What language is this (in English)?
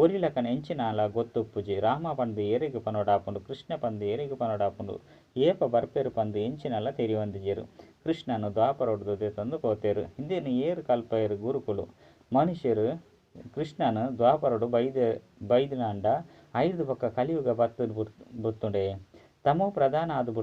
Tulu